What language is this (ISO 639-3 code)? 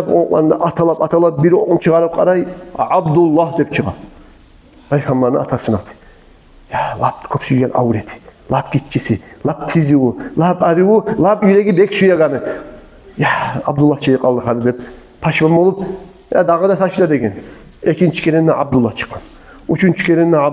kum